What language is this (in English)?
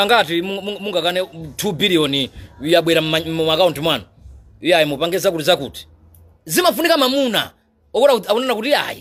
Nyanja